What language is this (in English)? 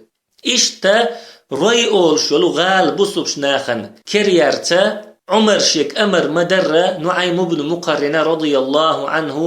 Chechen